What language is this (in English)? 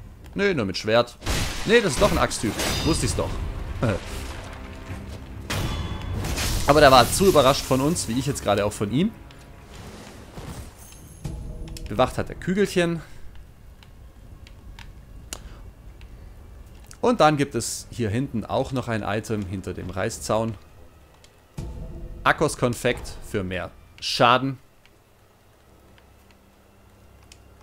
German